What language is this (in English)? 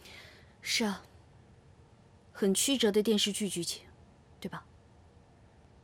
Chinese